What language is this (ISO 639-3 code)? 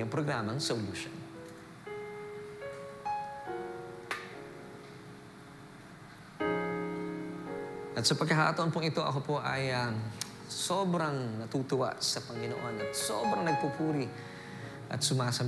fil